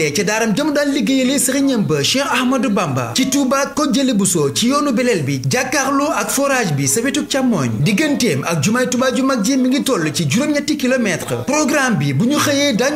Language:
Wolof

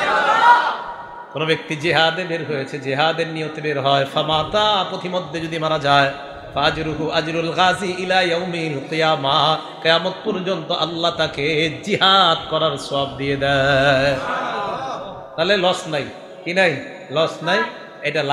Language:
Bangla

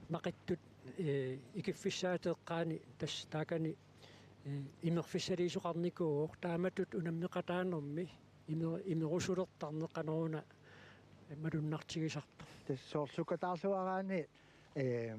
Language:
Kalaallisut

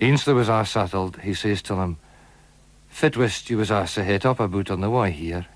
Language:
Scots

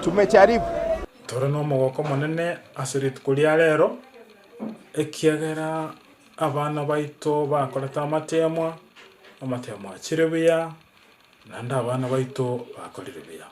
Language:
Gusii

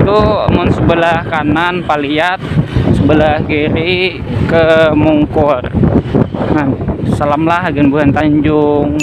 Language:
Banjar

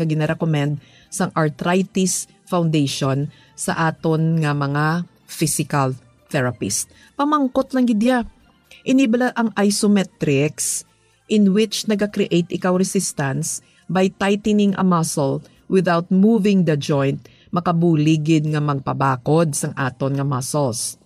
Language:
Hiligaynon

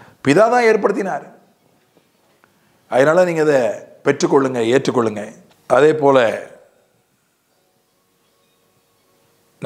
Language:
Tamil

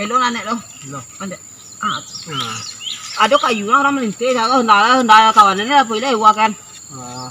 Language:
Minangkabau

